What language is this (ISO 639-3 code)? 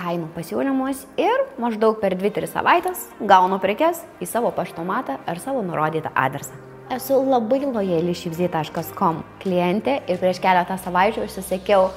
lit